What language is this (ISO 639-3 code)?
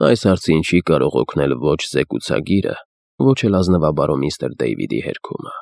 hye